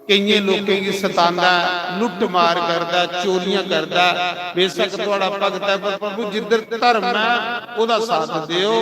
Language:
Dogri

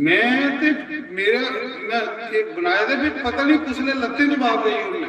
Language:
Dogri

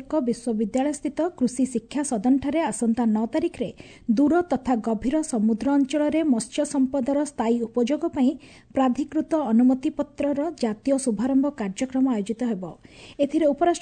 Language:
Odia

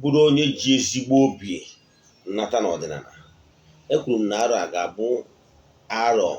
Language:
Igbo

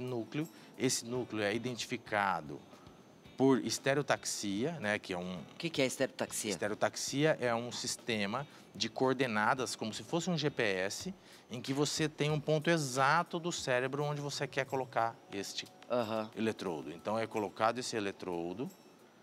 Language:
Portuguese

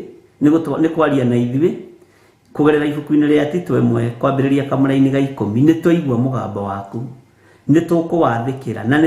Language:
Kikuyu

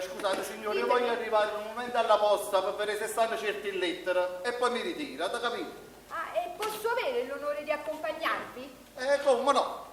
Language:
Neapolitan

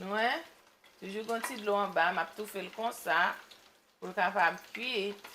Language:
Haitian Creole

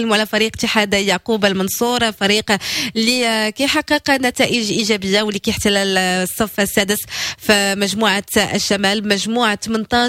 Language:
Moroccan Arabic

